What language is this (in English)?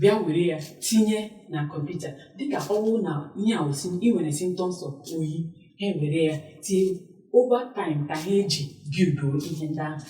Igbo